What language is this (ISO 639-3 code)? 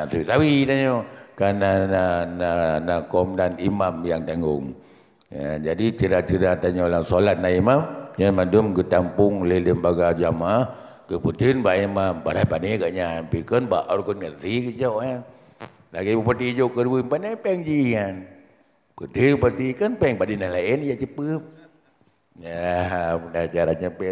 ace